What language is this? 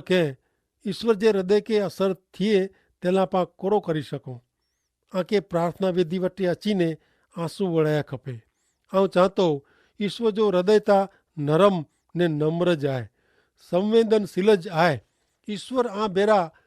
Kachhi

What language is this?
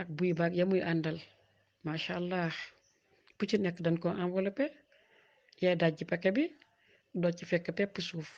Wolof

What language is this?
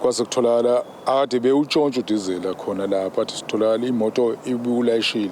Zulu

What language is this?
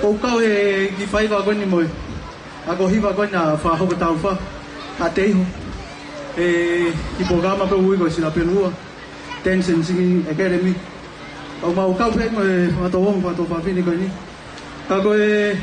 Tongan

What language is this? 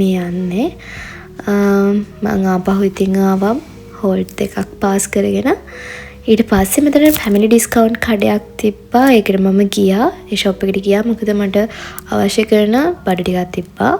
Sinhala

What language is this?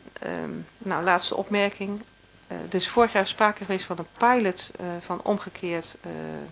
Dutch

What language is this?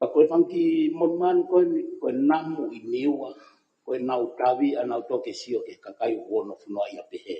Tongan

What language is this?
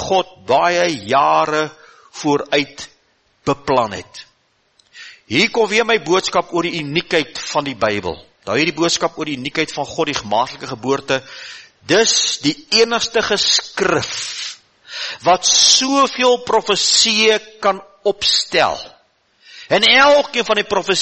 Afrikaans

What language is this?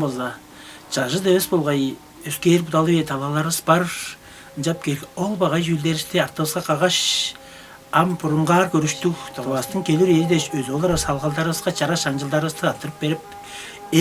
Tuvinian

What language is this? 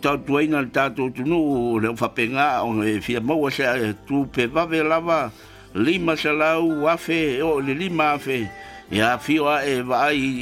Samoan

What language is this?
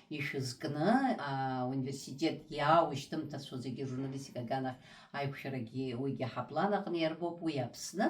Abkhazian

